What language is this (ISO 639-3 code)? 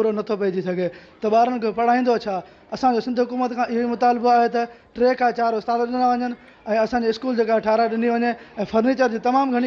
snd